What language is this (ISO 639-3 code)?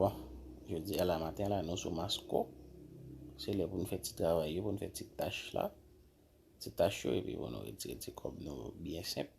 hat